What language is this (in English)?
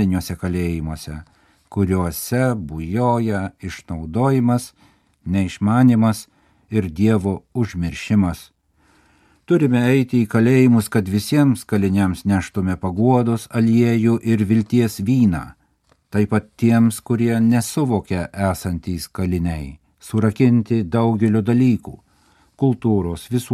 Lithuanian